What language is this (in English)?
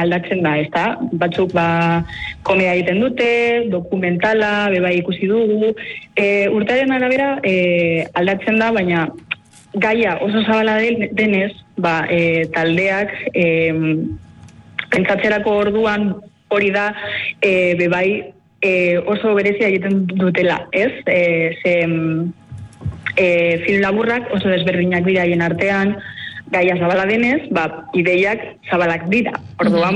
Basque